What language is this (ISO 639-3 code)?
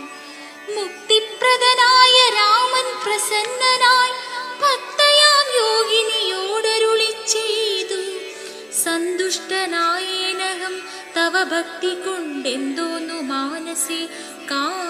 mal